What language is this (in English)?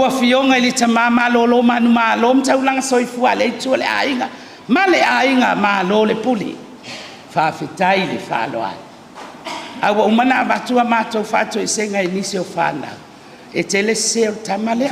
Samoan